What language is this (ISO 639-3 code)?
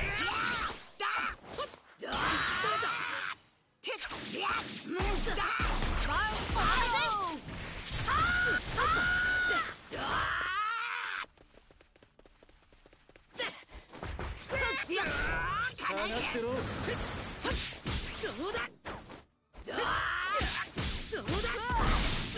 jpn